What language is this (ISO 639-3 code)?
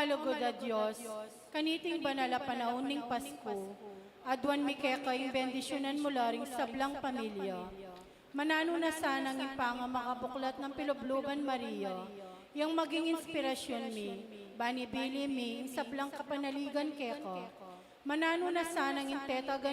pam